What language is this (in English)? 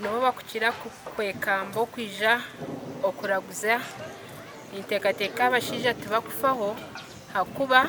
Nyankole